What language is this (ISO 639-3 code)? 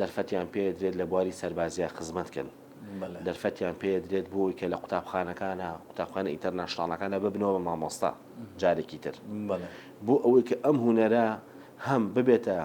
ckb